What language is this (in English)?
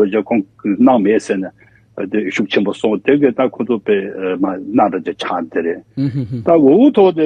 Tibetan